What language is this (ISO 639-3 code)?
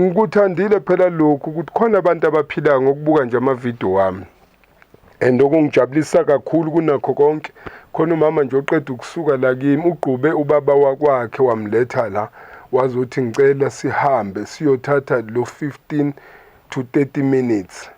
zul